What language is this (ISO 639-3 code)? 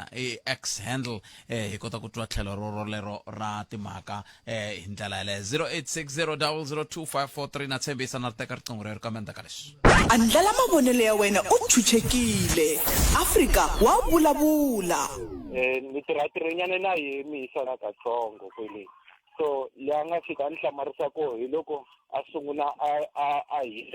tso